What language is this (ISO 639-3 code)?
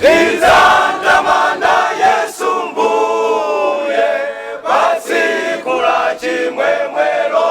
nya